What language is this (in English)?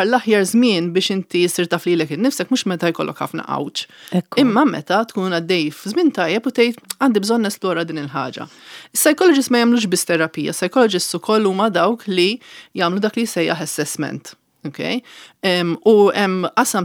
Maltese